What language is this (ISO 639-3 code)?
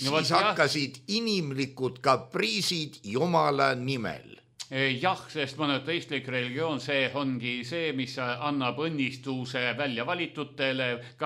est